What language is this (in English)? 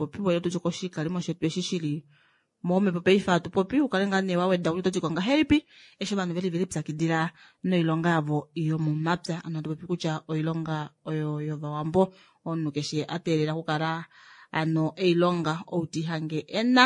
Kuanyama